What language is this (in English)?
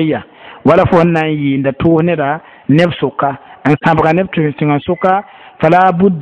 Mossi